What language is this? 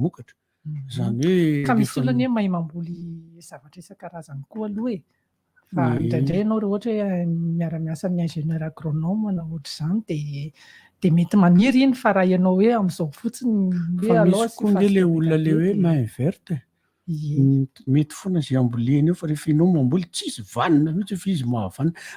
Malagasy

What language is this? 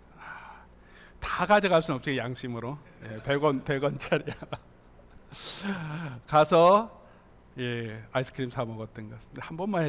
Korean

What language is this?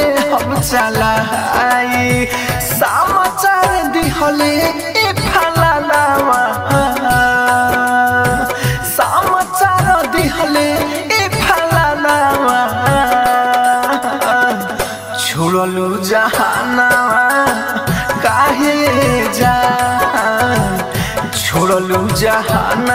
Bhojpuri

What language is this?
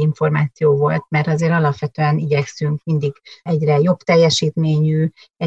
Hungarian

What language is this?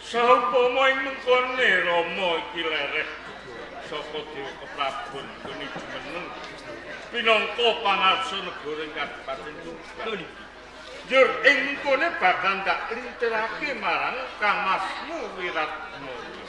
Javanese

